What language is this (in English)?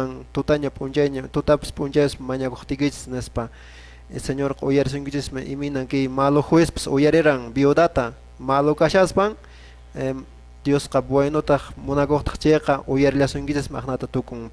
Quechua